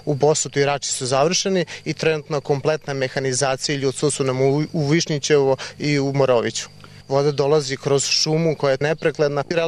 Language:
Serbian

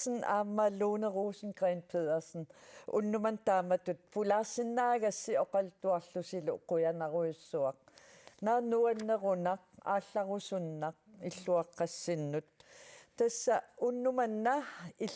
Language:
Kalaallisut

